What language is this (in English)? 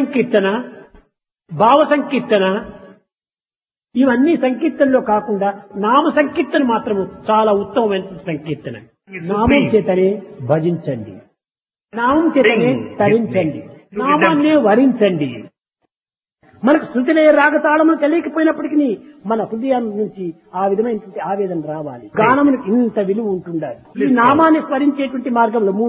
Telugu